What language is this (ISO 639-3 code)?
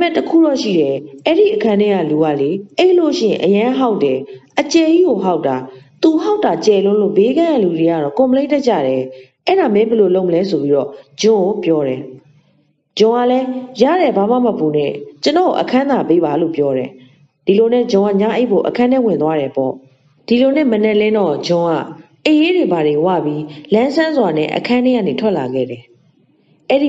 mya